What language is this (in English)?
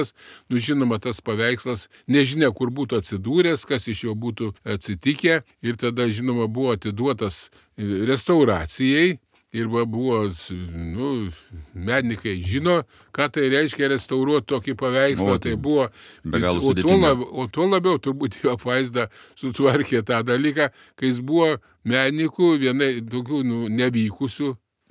Lithuanian